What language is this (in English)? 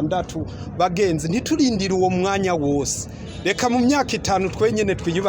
Rundi